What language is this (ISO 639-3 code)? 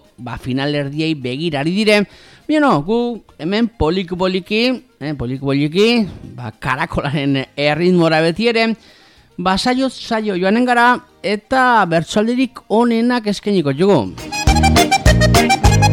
eus